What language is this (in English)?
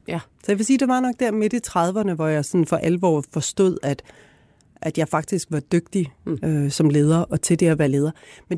Danish